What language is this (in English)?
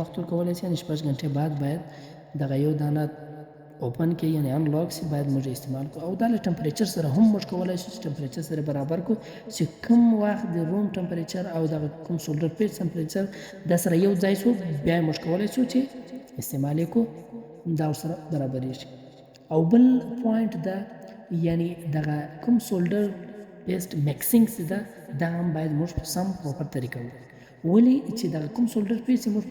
Pashto